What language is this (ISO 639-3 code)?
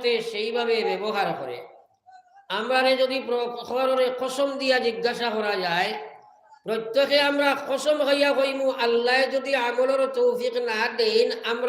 syl